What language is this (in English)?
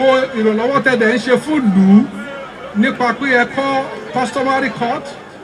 Yoruba